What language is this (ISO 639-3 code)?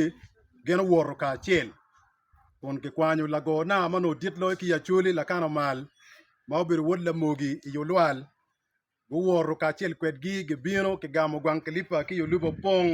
ach